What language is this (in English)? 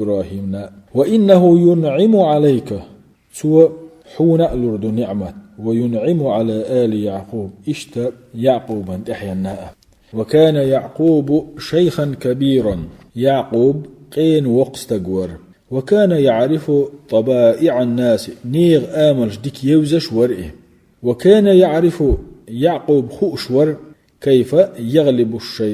Chechen